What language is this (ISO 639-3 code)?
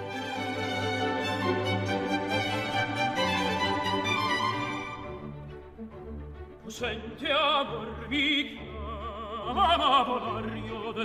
ron